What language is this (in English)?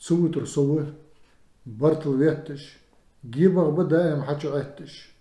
Ingush